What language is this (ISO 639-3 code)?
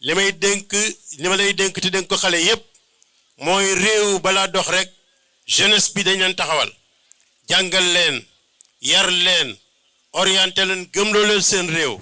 wol